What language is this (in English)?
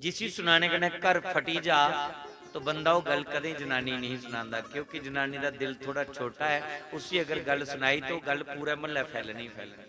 Dogri